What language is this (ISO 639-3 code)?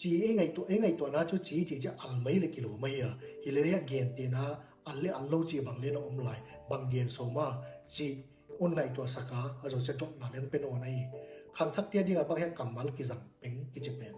pck